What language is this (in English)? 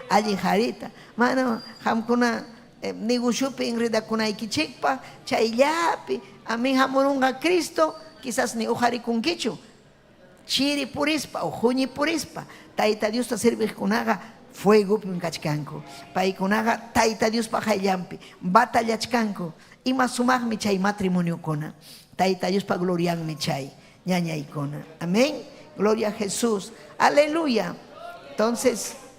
Ayacucho Quechua